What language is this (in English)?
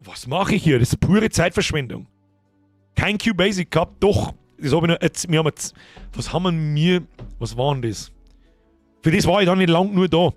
Bavarian